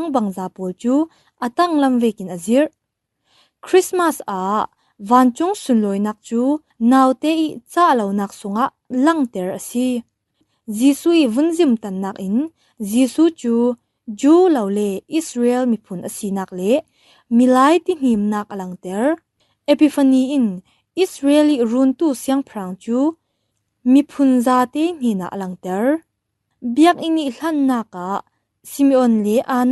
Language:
Falam Chin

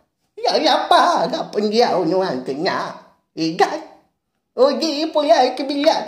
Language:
Iban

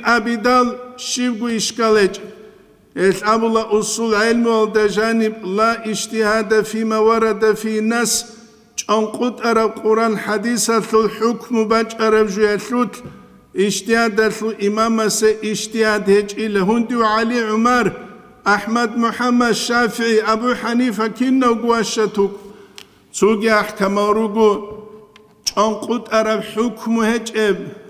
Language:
Avaric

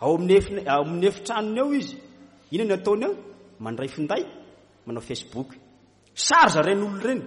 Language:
Malagasy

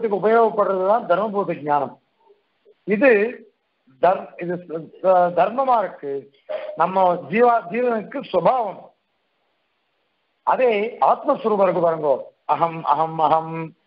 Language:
Tamil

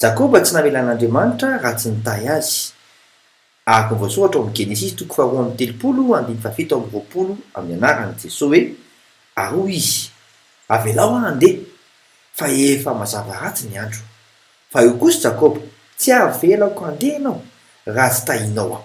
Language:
Malagasy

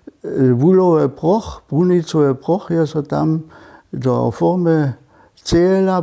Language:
Upper Sorbian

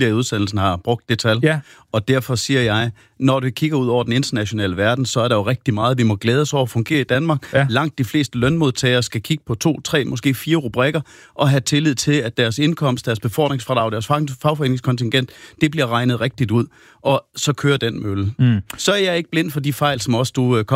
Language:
Danish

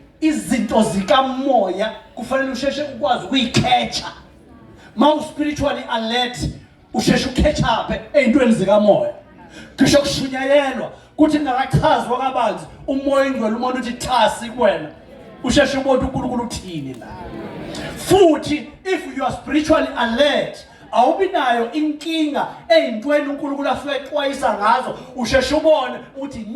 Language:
Zulu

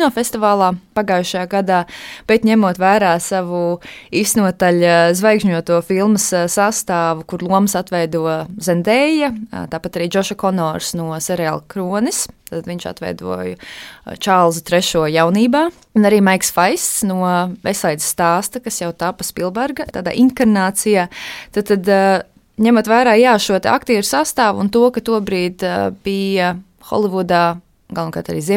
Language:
Latvian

